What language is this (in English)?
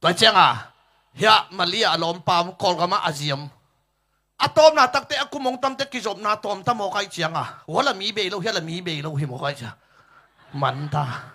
Tedim Chin